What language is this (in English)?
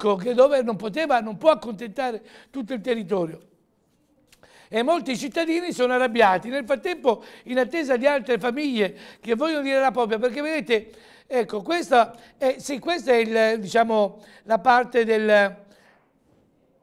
Italian